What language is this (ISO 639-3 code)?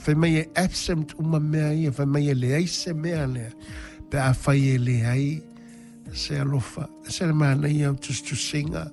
smo